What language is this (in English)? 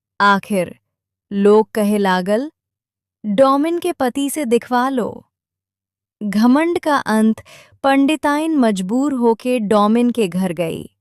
Bhojpuri